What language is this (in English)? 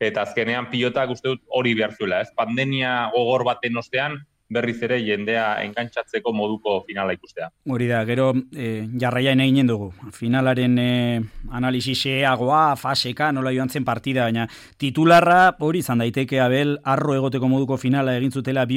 Basque